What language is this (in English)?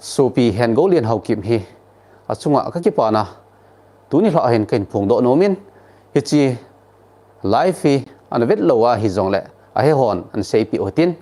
Thado Chin